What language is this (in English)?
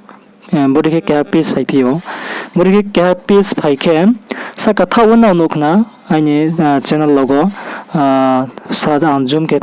Riang (India)